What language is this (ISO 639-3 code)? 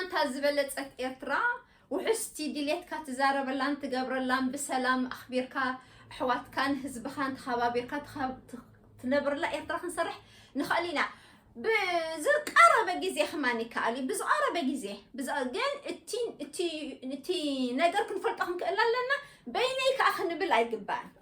tir